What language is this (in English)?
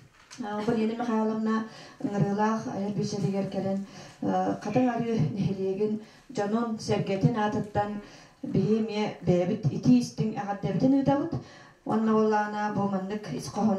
Yakut